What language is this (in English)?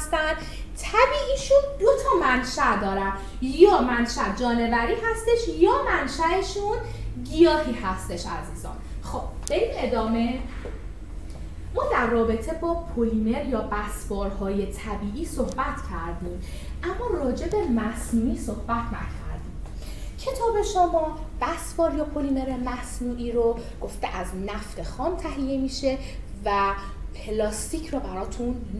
Persian